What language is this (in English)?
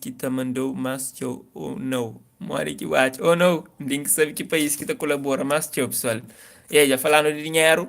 Kabuverdianu